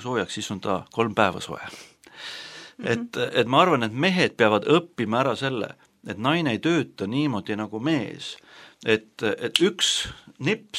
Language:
Estonian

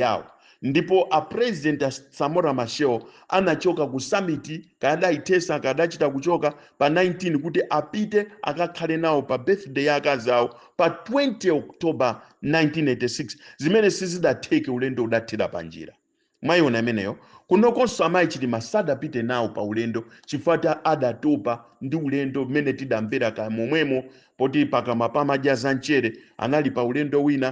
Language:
Nyanja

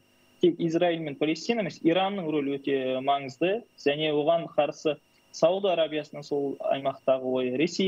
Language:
Kazakh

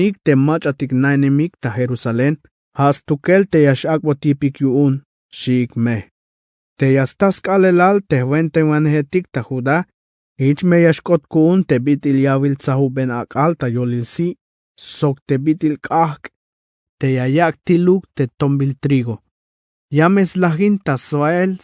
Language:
Tzeltal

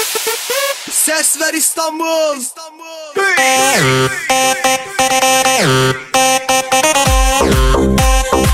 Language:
Persian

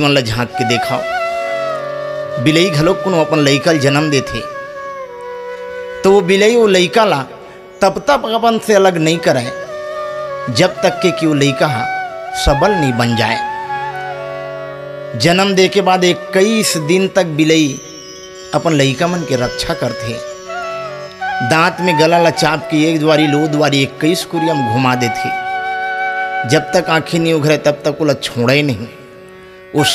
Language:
Chhattisgarhi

